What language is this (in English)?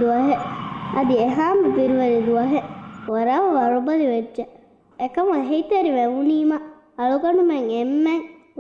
Divehi